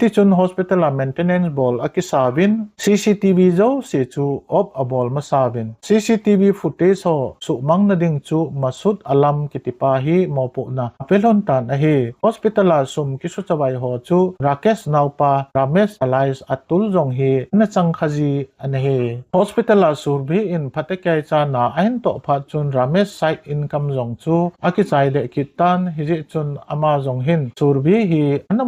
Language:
Thado Chin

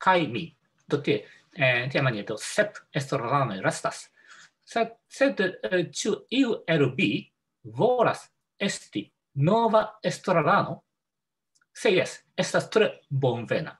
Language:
Esperanto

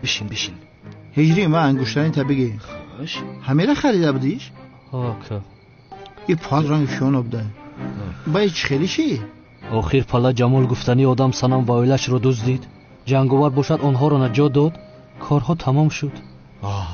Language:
Tajik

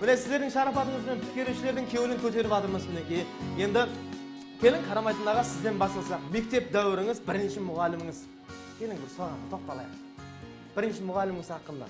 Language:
Kara-Kalpak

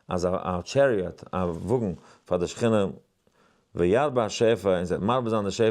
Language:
Yiddish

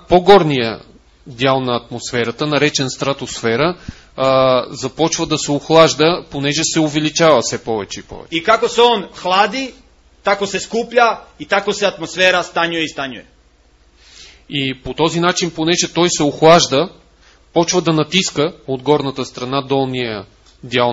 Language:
Bulgarian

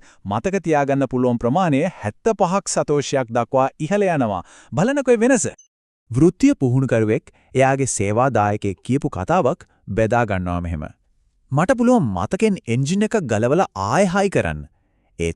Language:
Sinhala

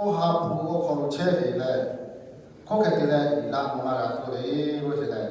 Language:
Lahu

